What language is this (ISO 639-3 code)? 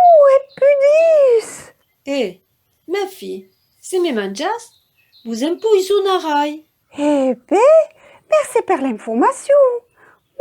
oci